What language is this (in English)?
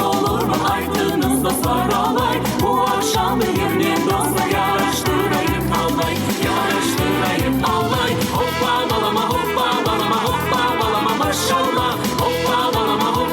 Crimean Tatar